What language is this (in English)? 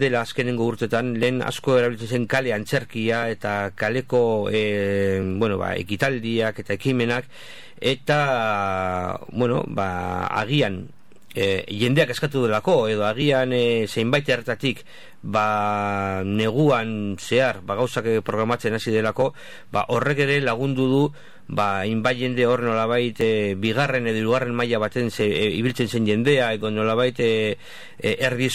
Basque